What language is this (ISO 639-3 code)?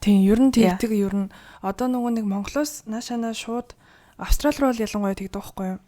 mon